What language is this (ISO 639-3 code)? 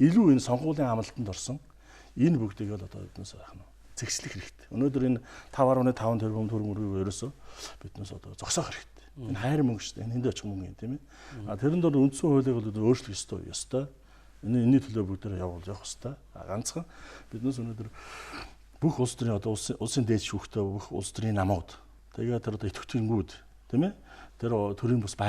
mon